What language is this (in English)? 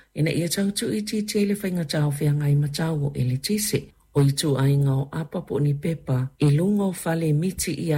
Samoan